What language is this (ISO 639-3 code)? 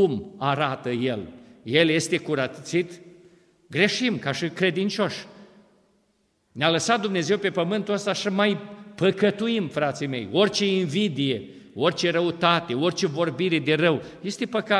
ron